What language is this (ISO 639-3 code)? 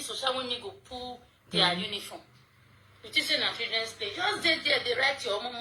pcm